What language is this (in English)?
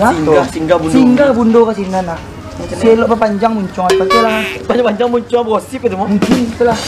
Minangkabau